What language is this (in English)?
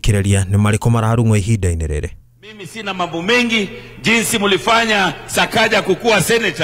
Kikuyu